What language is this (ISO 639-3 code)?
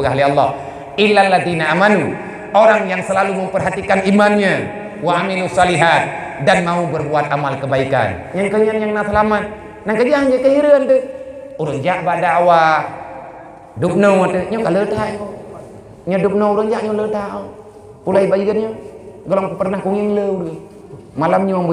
ace